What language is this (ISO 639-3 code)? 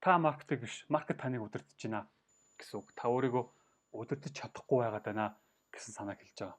mon